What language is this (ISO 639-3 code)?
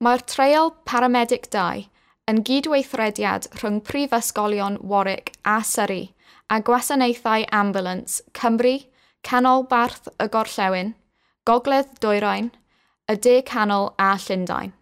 cym